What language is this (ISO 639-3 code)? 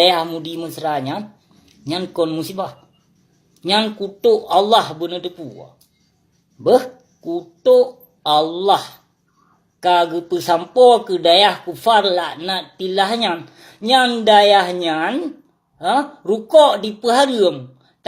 ace